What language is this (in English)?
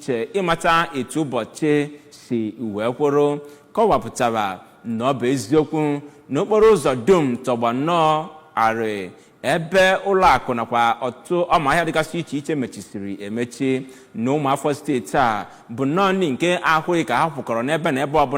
Igbo